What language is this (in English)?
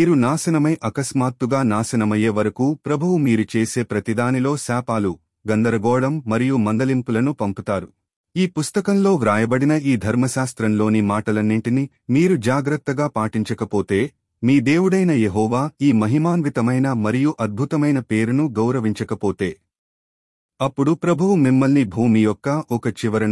Telugu